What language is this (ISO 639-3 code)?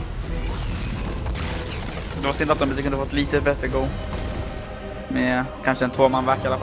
swe